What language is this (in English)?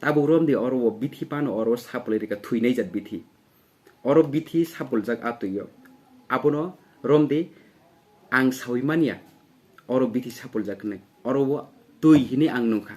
Kok Borok